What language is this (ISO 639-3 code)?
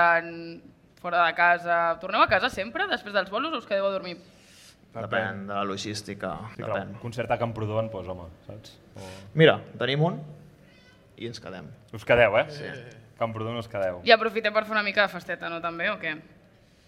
cat